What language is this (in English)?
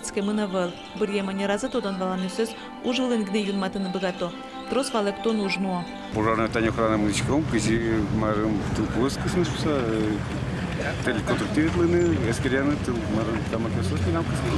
Udmurt